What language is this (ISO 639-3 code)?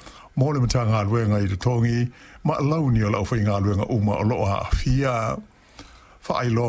smo